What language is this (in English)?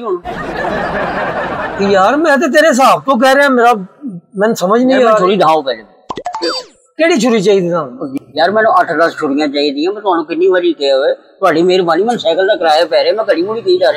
Punjabi